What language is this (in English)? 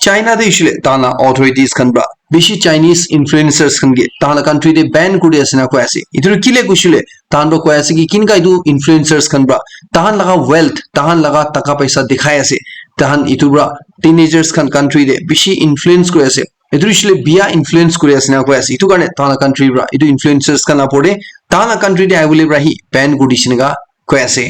Naga Pidgin